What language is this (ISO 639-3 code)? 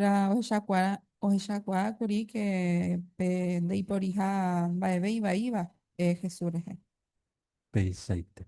grn